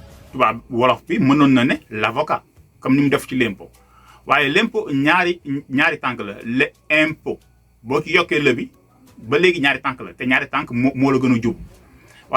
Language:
Wolof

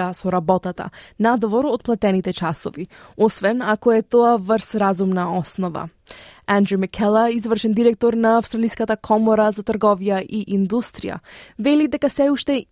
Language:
Macedonian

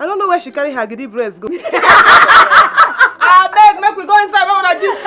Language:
Nigerian Pidgin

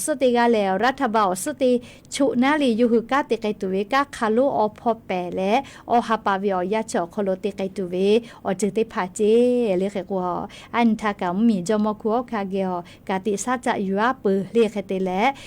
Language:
Lahu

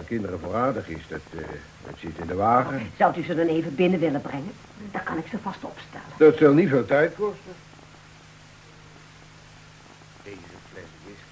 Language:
Dutch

